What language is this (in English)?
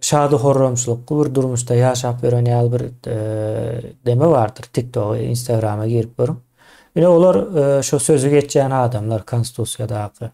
Turkmen